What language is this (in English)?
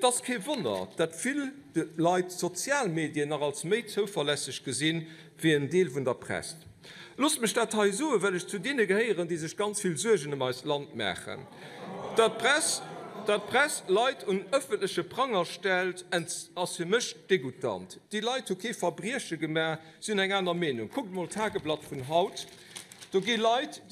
Luxembourgish